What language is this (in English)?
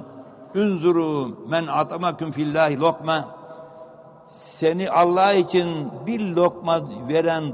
Turkish